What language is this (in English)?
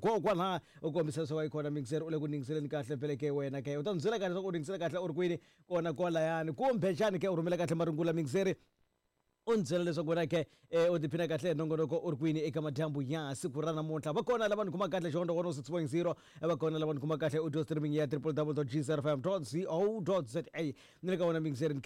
Tsonga